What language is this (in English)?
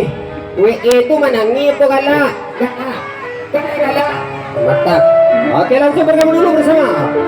Minangkabau